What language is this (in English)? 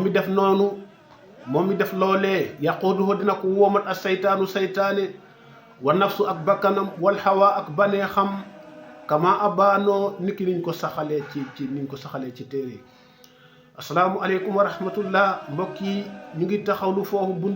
Wolof